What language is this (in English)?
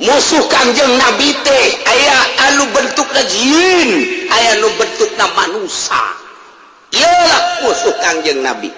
Sundanese